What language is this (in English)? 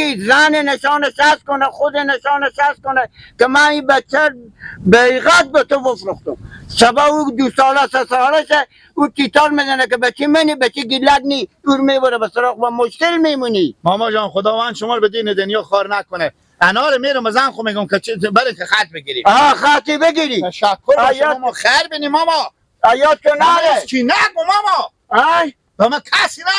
Persian